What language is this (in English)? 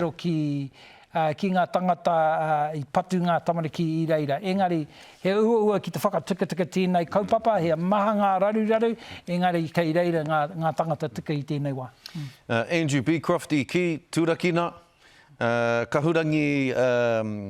Māori